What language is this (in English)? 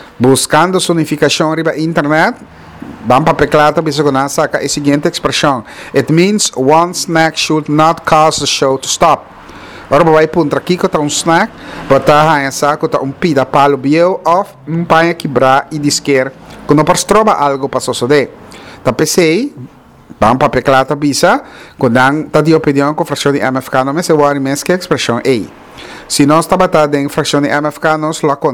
Papiamento